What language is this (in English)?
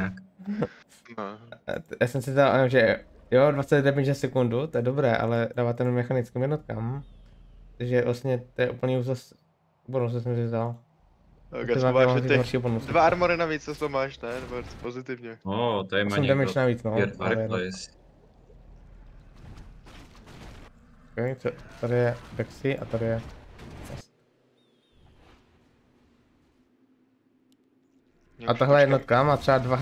Czech